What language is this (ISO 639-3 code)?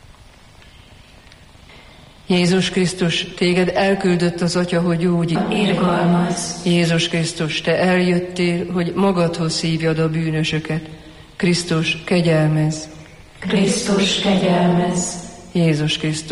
hun